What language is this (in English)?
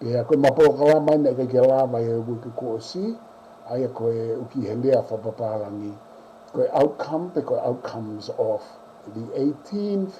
Tongan